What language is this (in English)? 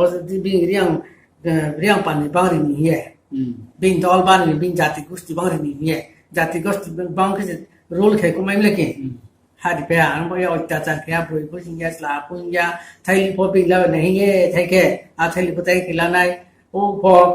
Riang (India)